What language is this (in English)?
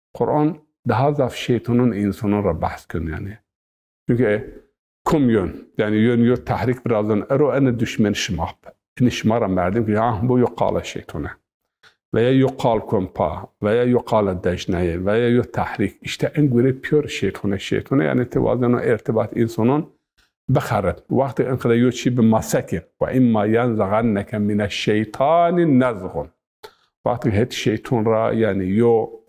Zaza